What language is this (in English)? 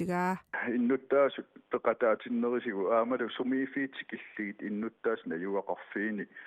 Kalaallisut